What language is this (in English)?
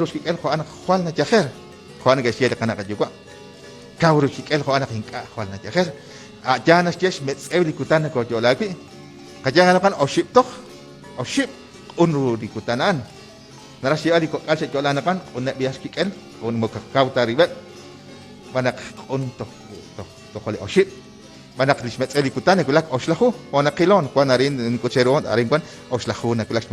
Kekchí